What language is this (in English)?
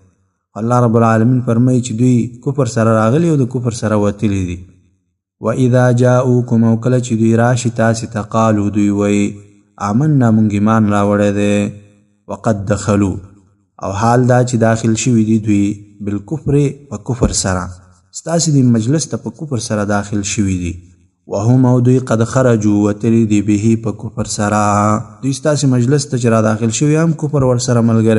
Pashto